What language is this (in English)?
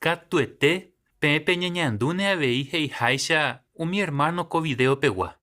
Guarani